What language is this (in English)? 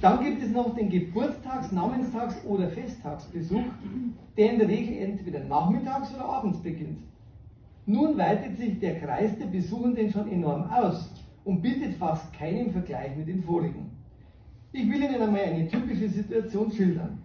Bavarian